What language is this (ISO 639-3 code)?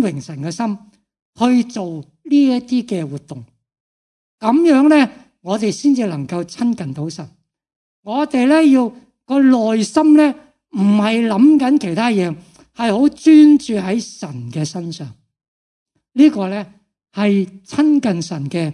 yue